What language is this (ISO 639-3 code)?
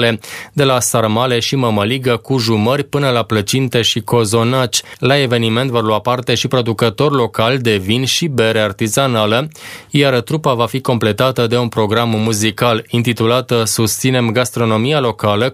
ron